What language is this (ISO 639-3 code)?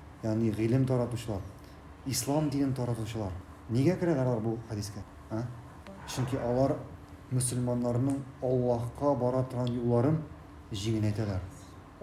tat